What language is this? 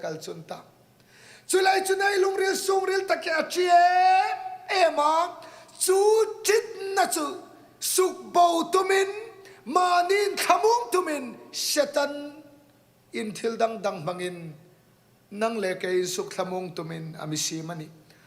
Hmar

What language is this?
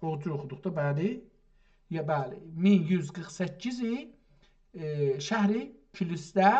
South Azerbaijani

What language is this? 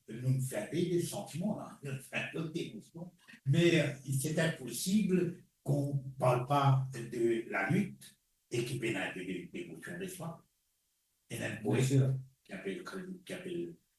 Morisyen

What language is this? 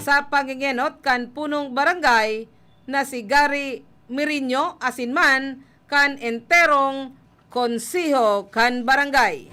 Bikol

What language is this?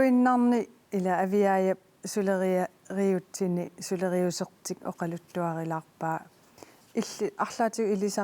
Kalaallisut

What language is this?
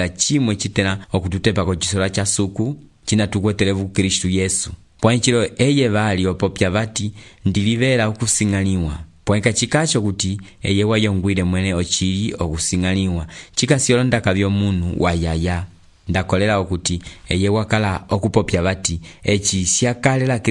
Umbundu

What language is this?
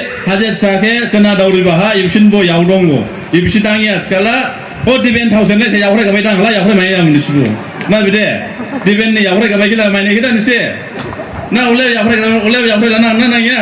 Dimasa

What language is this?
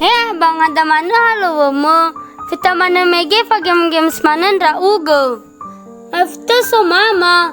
Nias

